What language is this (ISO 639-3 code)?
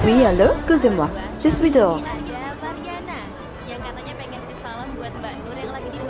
xmm